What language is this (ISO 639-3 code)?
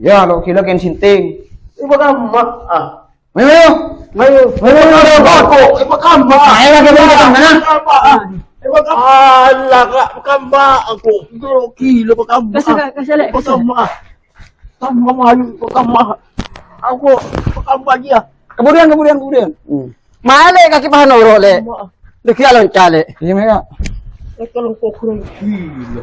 mad